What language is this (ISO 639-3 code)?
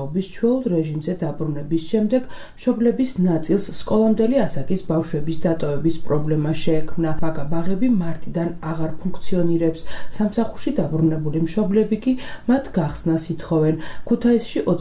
kat